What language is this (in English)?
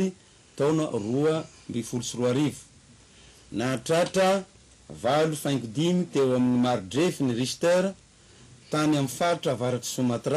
Malagasy